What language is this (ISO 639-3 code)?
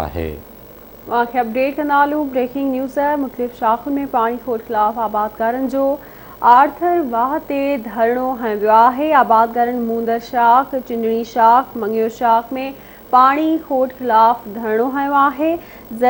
snd